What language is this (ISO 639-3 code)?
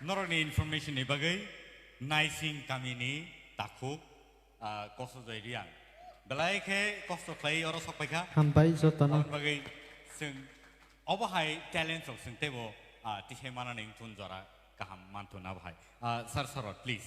trp